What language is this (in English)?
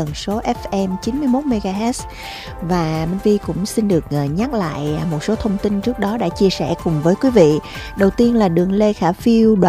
Vietnamese